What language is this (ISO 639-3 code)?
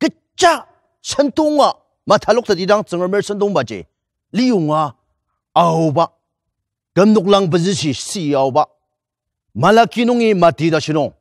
njo